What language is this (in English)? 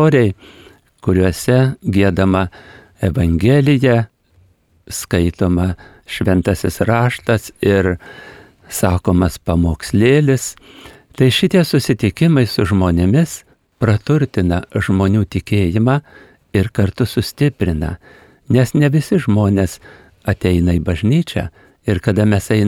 Lithuanian